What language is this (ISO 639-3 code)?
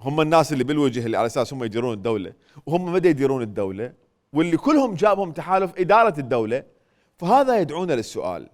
acm